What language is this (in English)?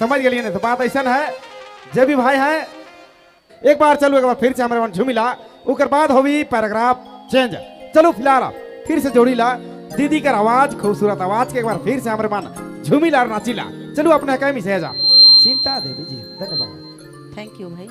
Sadri